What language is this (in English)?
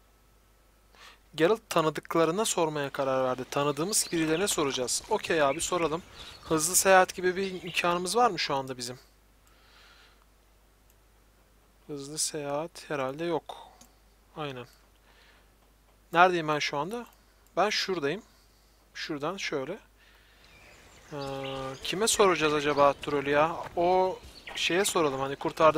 Turkish